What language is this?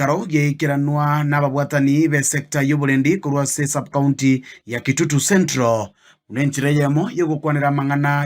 Gusii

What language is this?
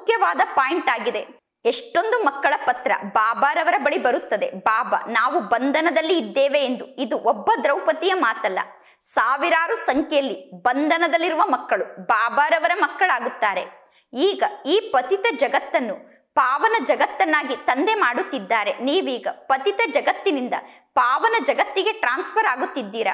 Kannada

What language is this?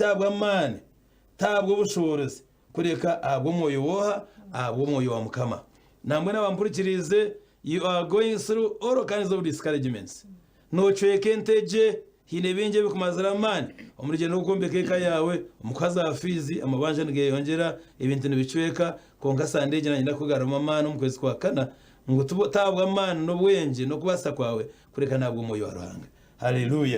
Nyankole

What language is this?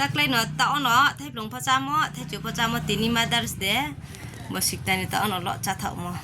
Riang (India)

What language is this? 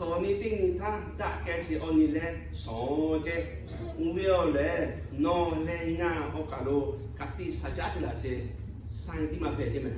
Lahu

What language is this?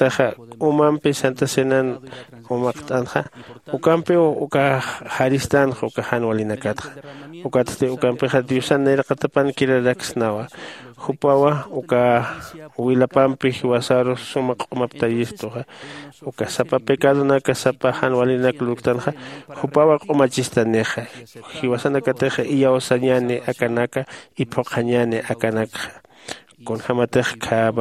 Aymara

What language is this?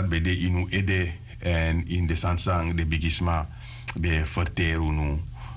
Sranan Tongo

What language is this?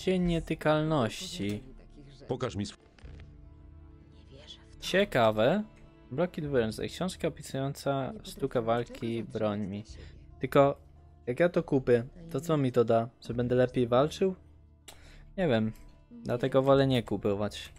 Polish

